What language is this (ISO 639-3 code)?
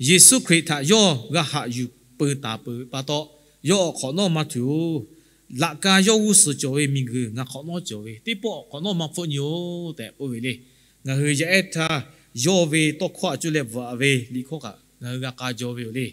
lhu